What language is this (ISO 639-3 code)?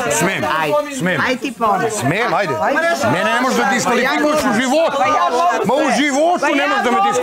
srp